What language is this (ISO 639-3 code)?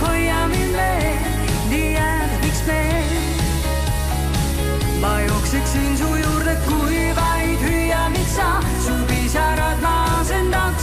est